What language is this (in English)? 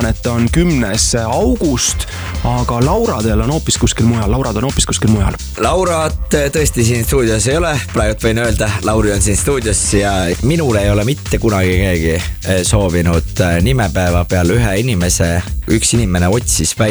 Estonian